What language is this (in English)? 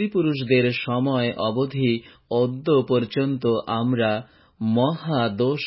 Bangla